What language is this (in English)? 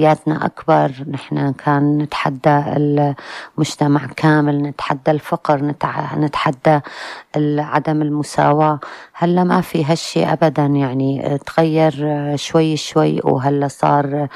North Levantine Arabic